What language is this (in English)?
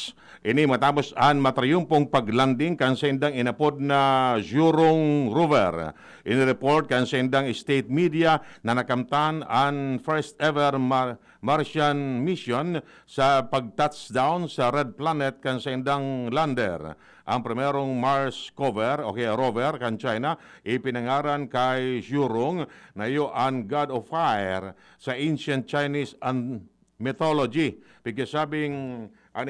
Bikol